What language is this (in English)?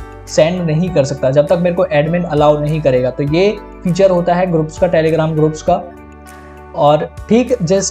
Hindi